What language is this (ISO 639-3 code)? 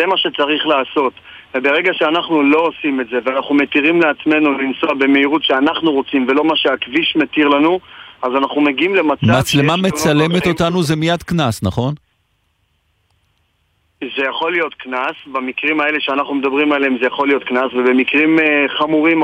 heb